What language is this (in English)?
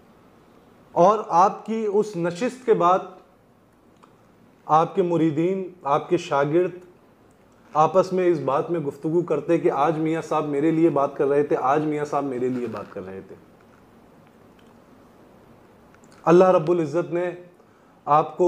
Urdu